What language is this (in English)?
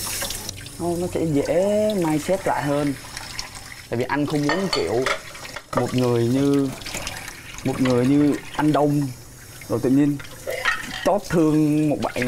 Vietnamese